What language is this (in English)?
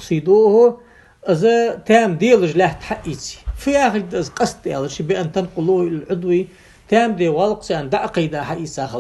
Ingush